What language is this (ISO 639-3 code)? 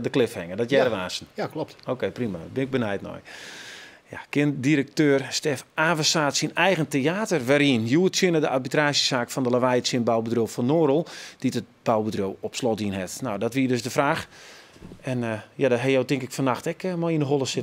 fry